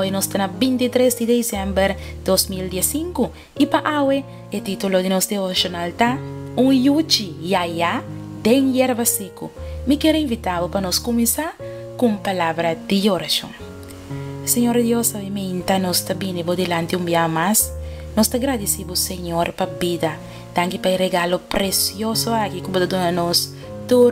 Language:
Papiamento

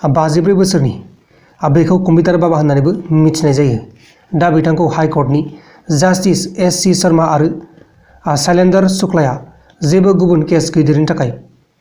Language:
Bodo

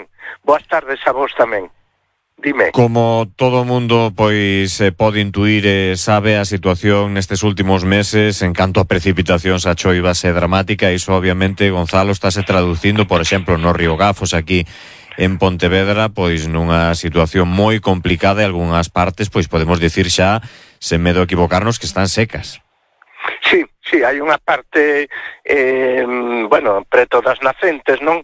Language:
Galician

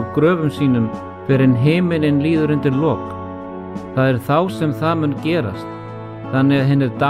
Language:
Icelandic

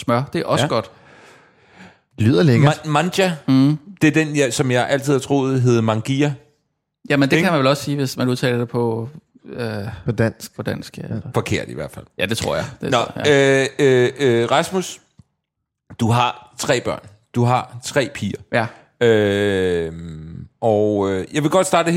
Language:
Danish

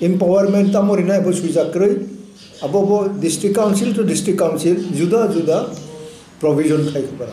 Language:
Kok Borok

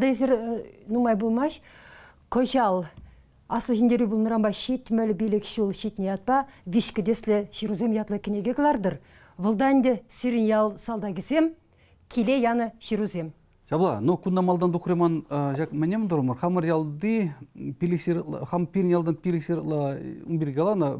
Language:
Chuvash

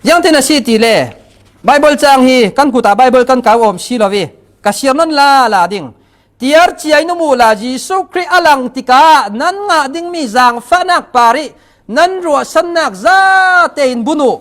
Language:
Falam Chin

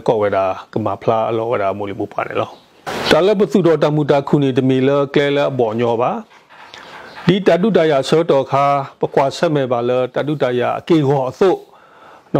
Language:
S'gaw Karen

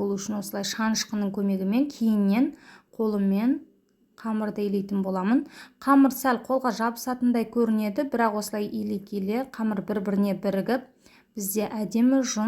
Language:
Kazakh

